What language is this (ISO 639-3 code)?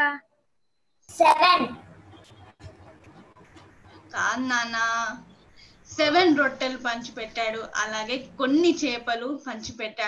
tel